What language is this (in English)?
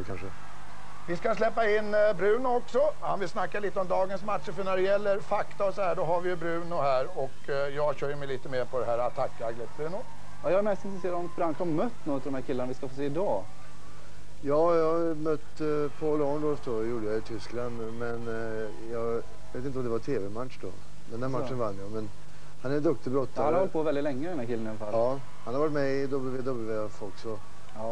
Swedish